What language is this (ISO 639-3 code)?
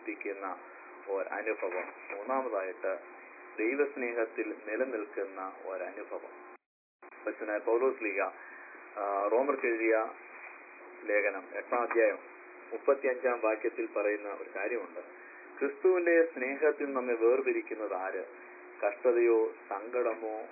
mal